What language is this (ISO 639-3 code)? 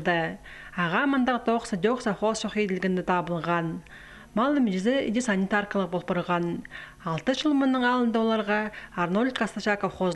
kjh